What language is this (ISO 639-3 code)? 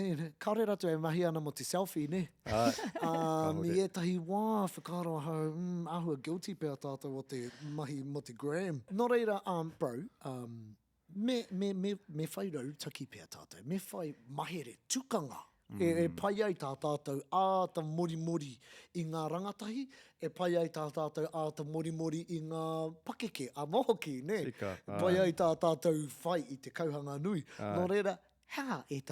mri